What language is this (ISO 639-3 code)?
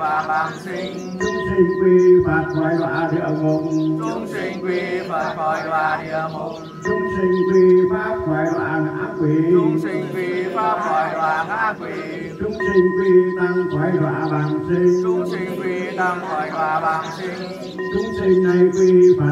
vie